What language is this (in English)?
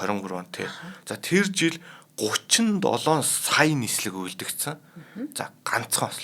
Mongolian